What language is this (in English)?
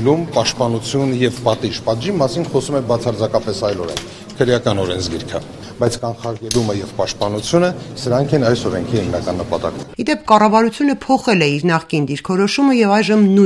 Armenian